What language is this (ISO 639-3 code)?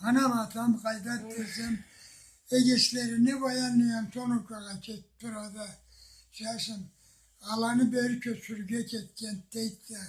krc